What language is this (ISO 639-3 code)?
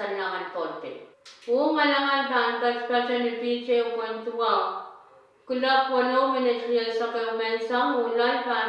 pon